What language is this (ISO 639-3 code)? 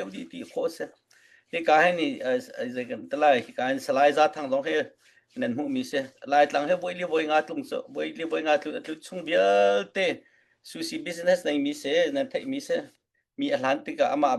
cnh